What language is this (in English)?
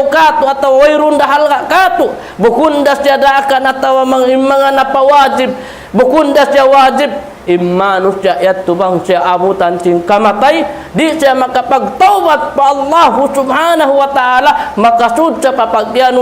Tausug